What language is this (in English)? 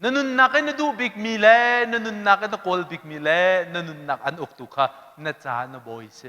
Hakha Chin